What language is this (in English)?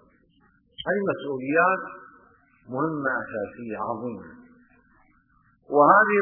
Arabic